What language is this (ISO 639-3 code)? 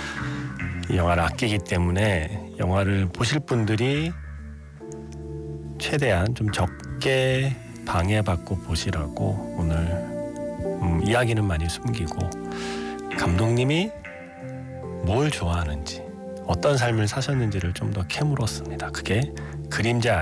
kor